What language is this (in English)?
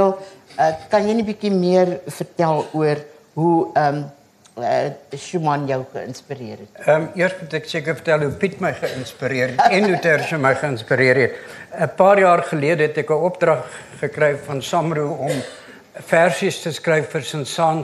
Afrikaans